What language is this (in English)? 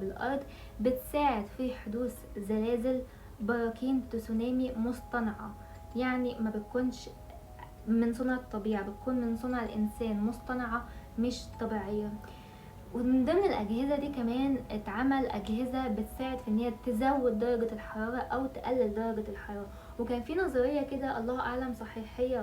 Egyptian Arabic